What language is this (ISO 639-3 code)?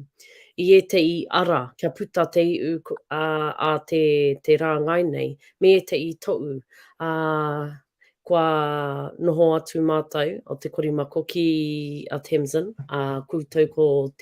mri